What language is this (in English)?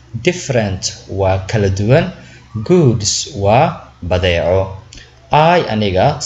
Somali